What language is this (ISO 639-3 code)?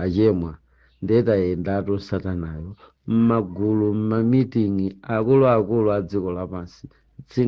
nya